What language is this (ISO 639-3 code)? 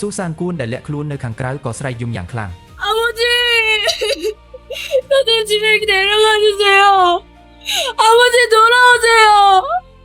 khm